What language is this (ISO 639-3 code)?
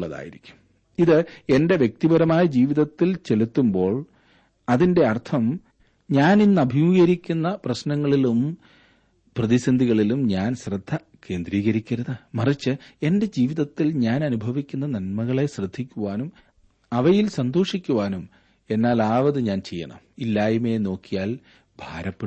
mal